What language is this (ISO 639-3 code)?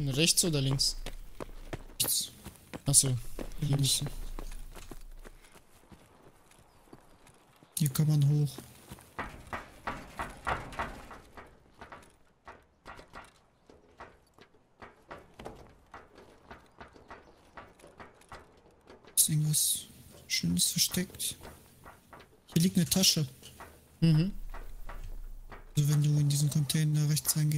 deu